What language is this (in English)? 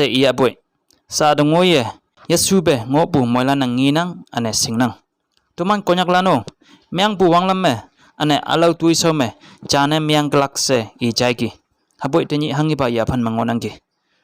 Konyak Naga